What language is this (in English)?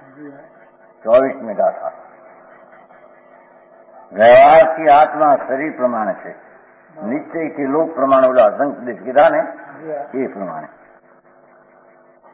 Gujarati